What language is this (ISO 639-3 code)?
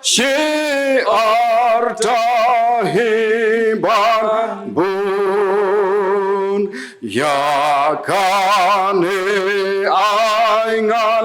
kha